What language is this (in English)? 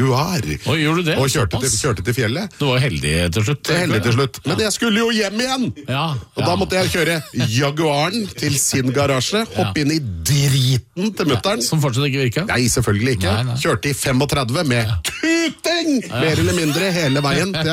Norwegian